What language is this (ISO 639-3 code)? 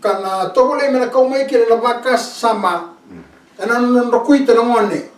fij